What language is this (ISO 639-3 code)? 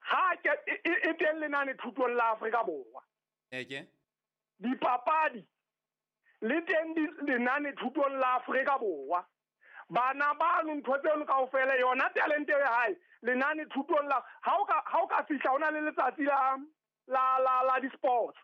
sot